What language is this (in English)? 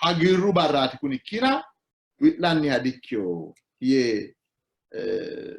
Sidamo